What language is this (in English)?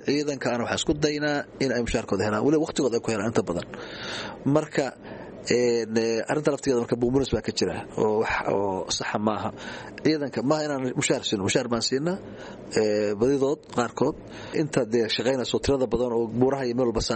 Somali